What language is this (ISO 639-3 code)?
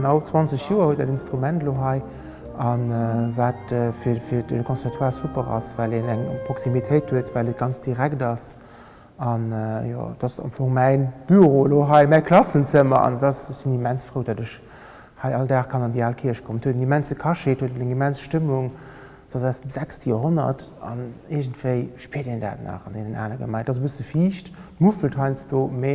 ltz